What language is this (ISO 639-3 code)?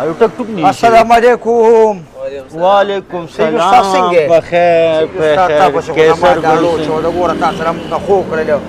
pus